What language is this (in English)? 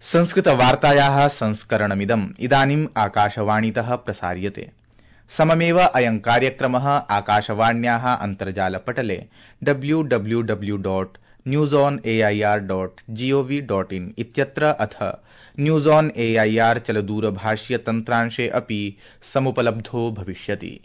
Sanskrit